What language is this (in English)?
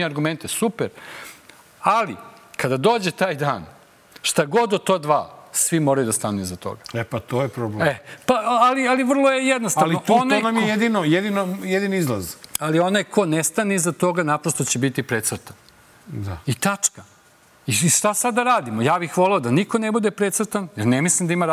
Serbian